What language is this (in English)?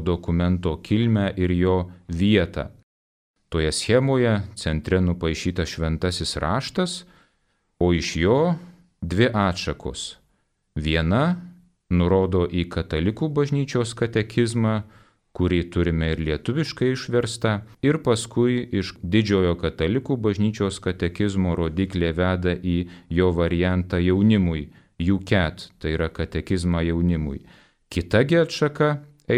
Lithuanian